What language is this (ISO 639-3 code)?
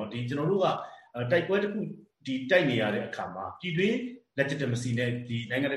mya